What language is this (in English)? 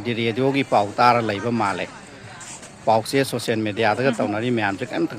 Manipuri